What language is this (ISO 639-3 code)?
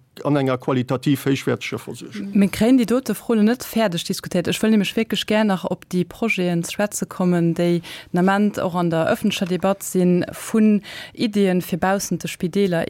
ltz